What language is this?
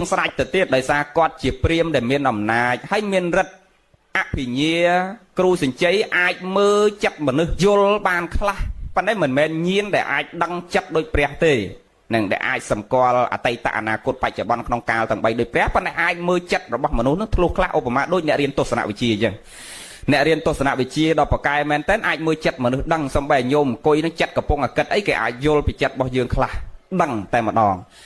Khmer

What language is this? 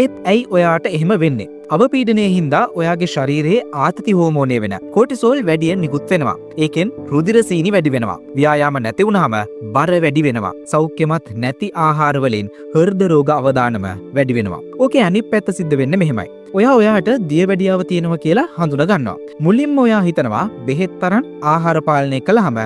Sinhala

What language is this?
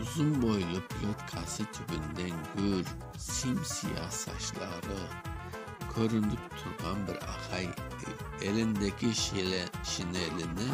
Crimean Tatar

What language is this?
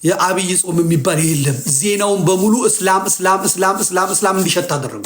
Amharic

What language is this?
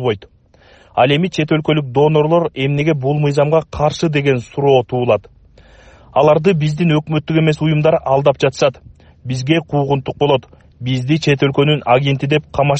Kyrgyz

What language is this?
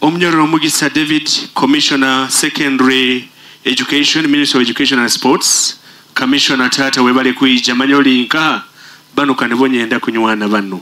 Nyoro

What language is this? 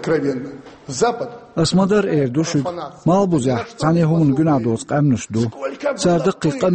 Chechen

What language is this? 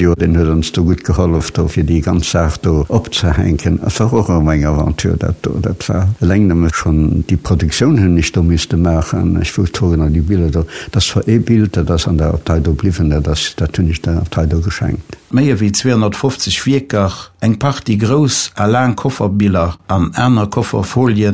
Luxembourgish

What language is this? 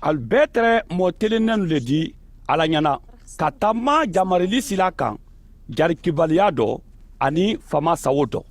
Mandingo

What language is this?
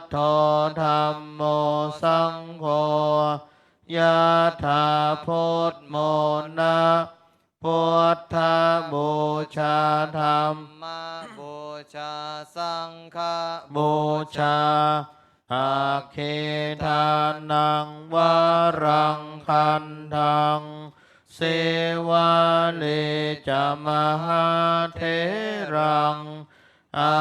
Pali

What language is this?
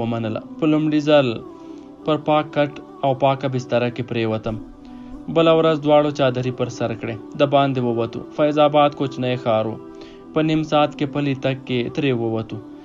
Pashto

